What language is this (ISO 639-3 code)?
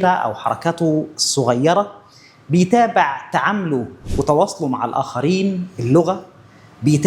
arz